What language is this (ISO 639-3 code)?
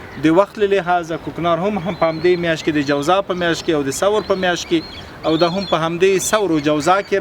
pus